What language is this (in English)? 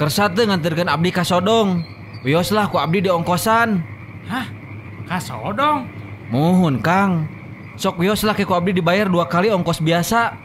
Sundanese